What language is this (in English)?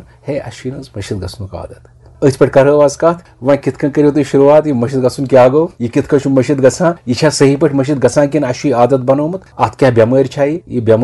Kashmiri